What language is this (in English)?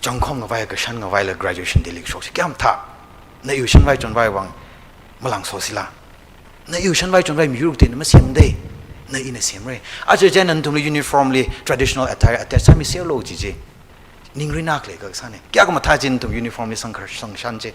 Tangkhul Naga (India)